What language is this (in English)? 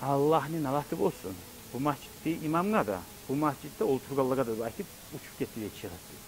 Kumyk